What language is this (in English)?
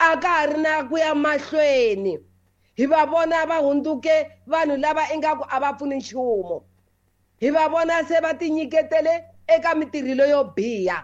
Tsonga